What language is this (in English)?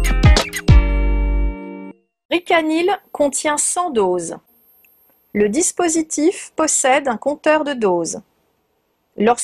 French